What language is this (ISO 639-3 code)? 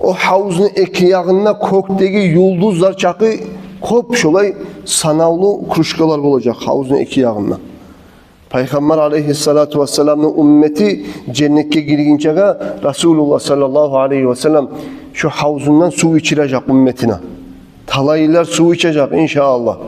kum